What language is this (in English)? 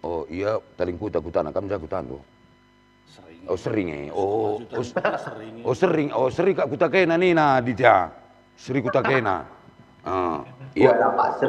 Batak Karo